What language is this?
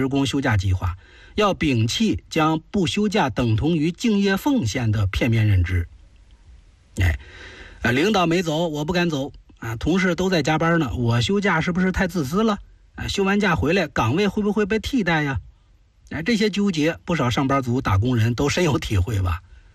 Chinese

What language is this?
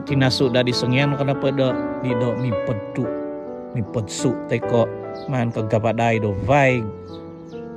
Central Dusun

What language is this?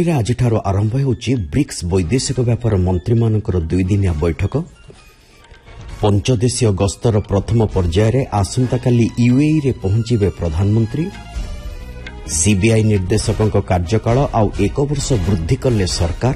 Odia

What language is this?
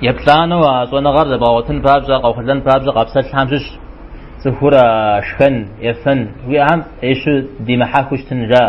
Kabardian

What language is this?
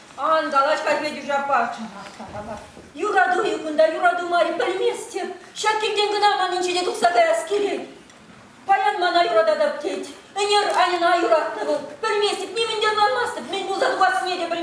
Chuvash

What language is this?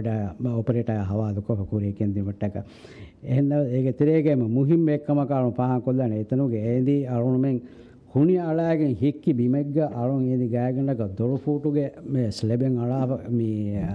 Divehi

